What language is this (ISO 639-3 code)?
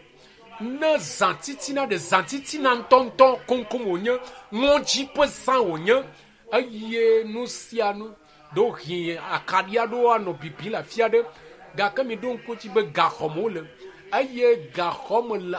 ewe